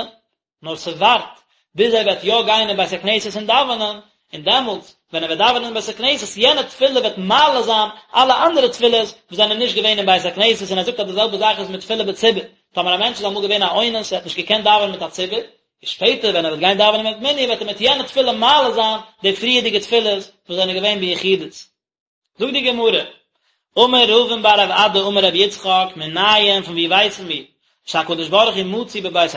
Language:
Yiddish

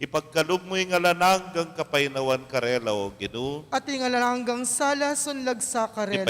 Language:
Pampanga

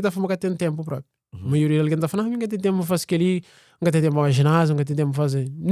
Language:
Kabuverdianu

